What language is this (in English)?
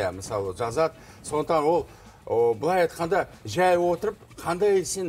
Kazakh